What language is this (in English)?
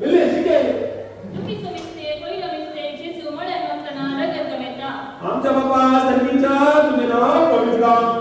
Konkani